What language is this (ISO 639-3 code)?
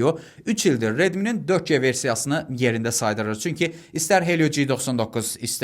aze